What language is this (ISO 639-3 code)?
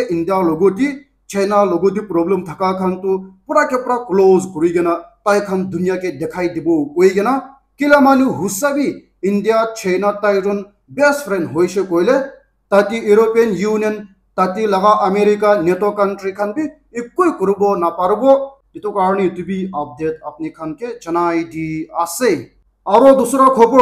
nag